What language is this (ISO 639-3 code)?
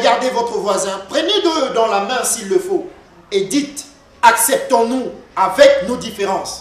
fra